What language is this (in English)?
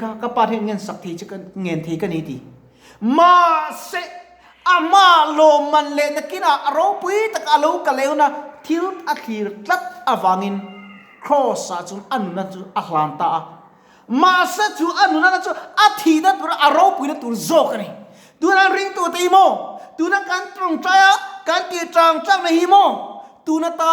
Mizo